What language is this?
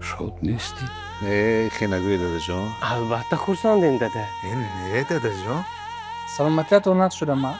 Tajik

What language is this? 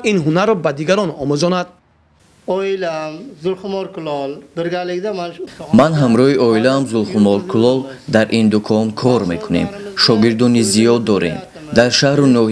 Tajik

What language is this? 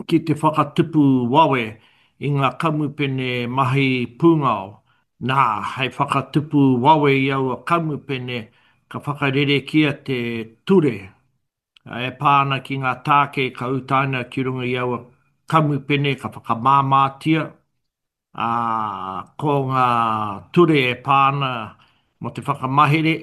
Māori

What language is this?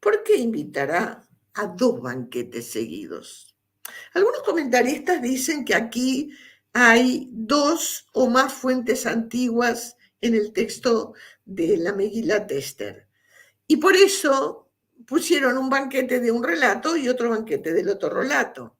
Ladino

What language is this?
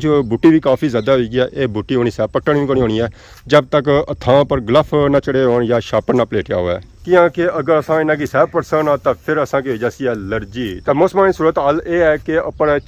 Pahari-Potwari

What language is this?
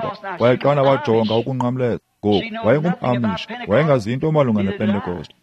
Xhosa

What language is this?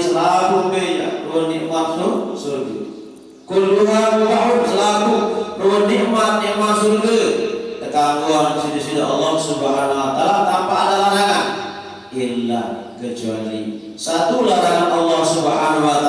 Sasak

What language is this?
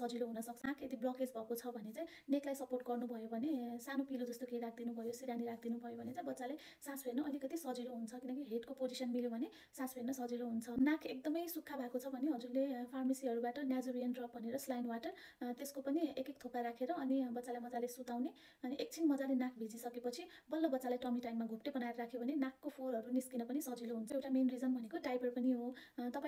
Nepali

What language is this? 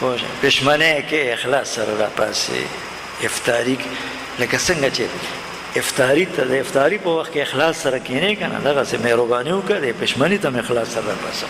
Pashto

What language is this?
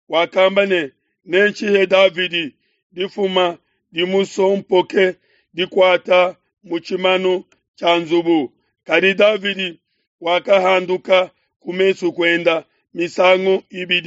Luba-Lulua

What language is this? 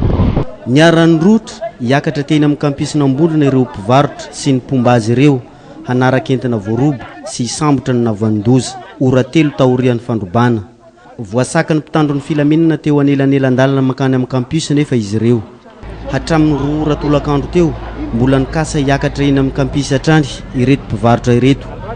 Malagasy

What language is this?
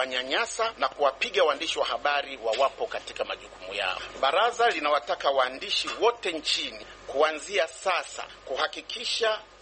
Swahili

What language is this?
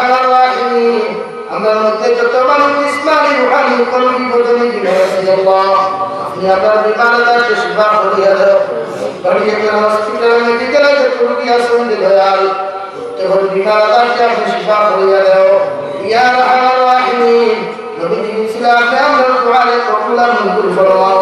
Sylheti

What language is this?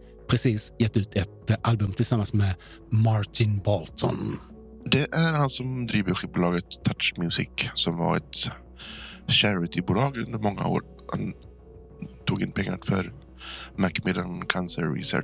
Swedish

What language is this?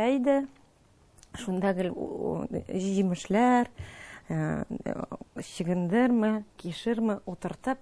Tatar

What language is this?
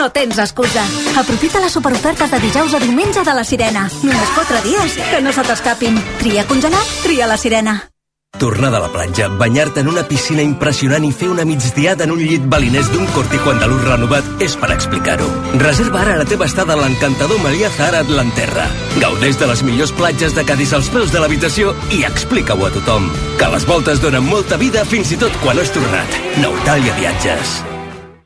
Catalan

